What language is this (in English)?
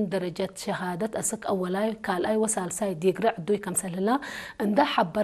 Tigrinya